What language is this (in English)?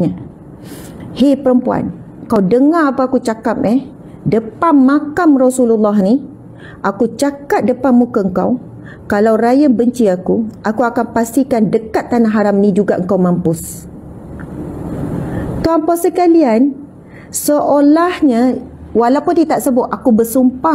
Malay